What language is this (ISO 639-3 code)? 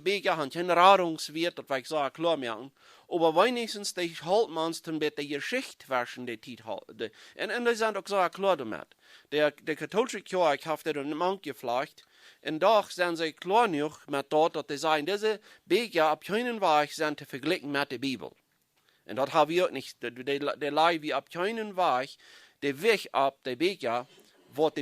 pdt